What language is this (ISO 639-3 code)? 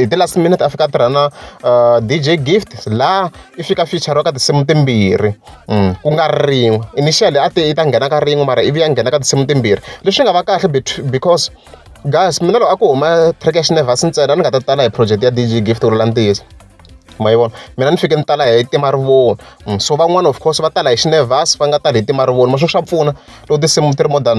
tso